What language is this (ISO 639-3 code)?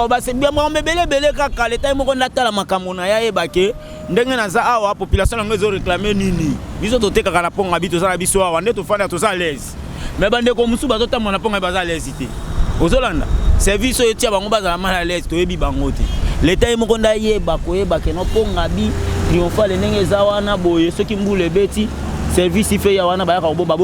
lin